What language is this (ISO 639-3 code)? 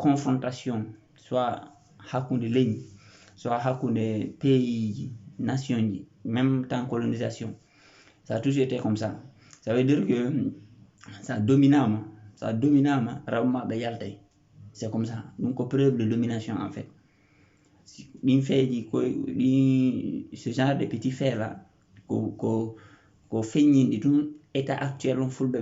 ful